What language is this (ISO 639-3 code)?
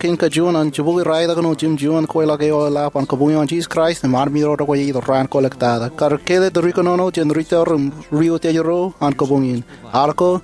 mah